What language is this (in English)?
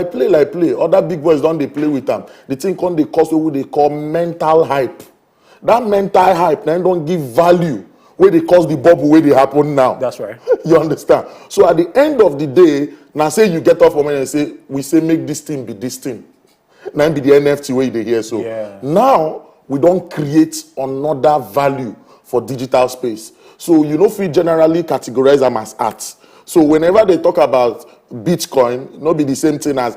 Nigerian Pidgin